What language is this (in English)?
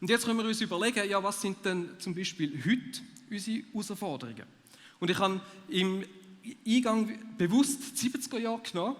Swiss German